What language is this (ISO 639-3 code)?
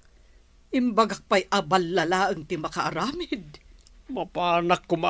ilo